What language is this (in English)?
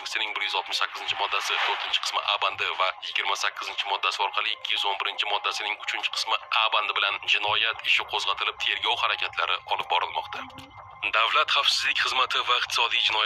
Uzbek